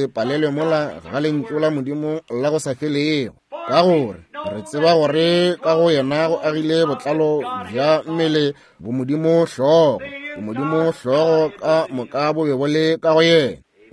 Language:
Northern Sotho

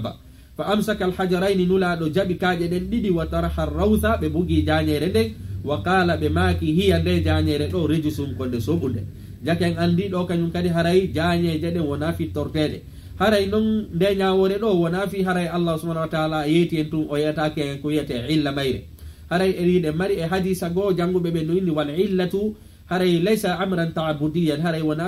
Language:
Fula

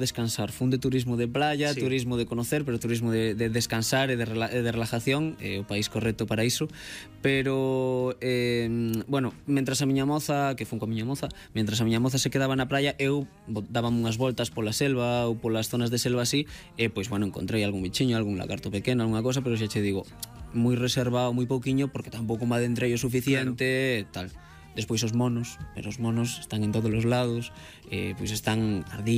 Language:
Galician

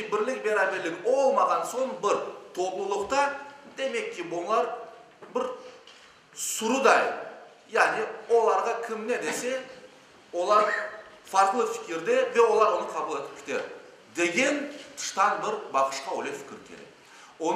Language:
Crimean Tatar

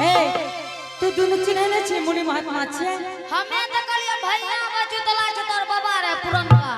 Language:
Angika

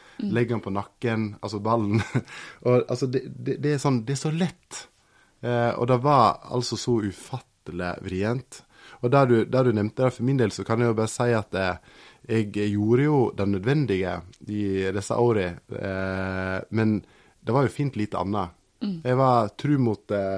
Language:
Norwegian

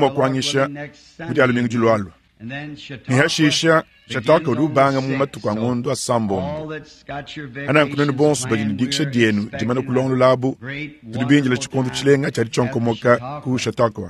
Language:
Luba-Lulua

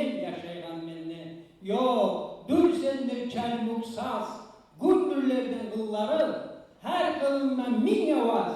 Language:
Kumyk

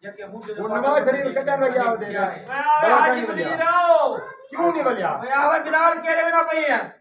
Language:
Saraiki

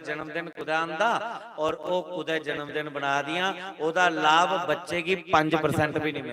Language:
Dogri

